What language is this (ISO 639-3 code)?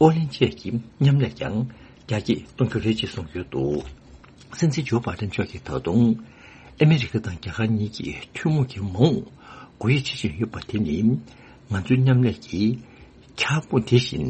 bod